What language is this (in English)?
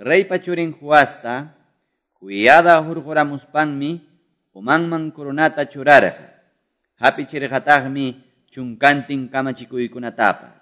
Quechua